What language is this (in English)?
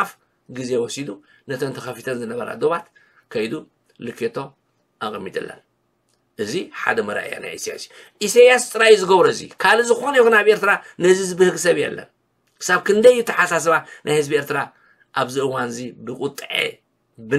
Tigrinya